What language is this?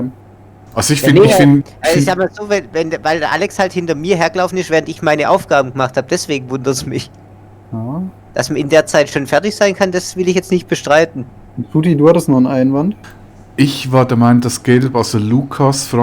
Swiss German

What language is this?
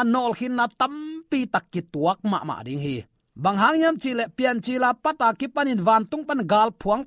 Tedim Chin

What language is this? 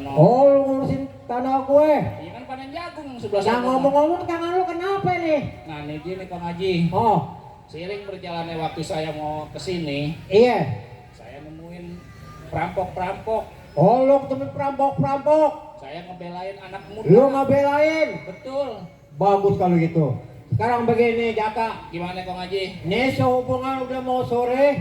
Betawi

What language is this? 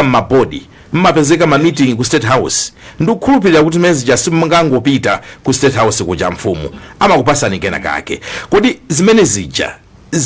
Nyanja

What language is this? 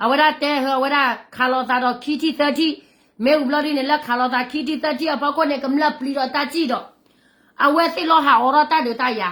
S'gaw Karen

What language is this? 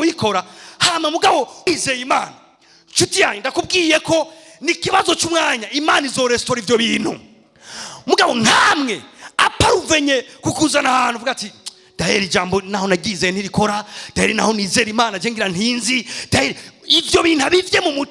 Rundi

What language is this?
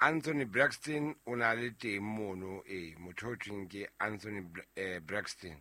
Southern Sotho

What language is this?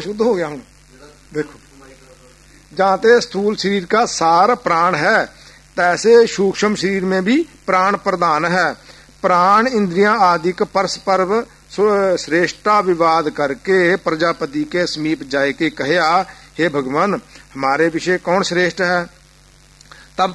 Punjabi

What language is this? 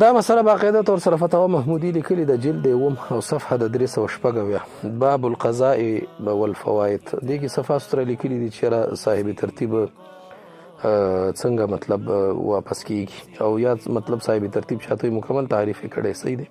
Pashto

